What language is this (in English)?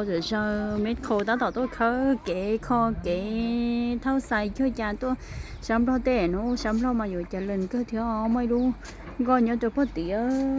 Hmong